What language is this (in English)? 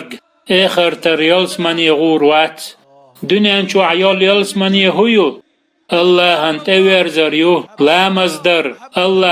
Chechen